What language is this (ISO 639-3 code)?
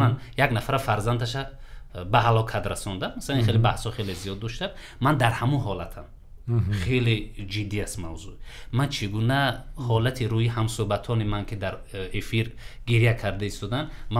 tgk